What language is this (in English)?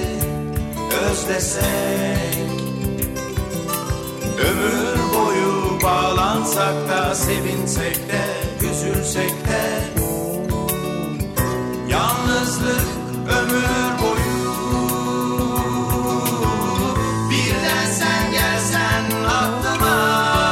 Turkish